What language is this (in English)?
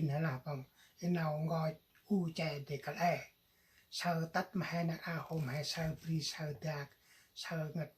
Central Mnong